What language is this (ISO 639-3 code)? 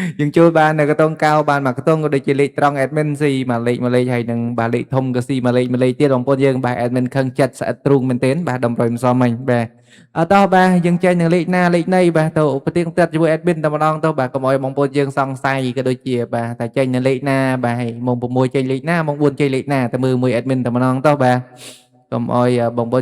khm